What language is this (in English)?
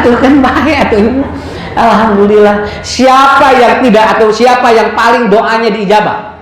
Sundanese